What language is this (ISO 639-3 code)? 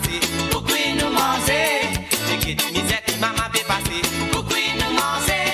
mfe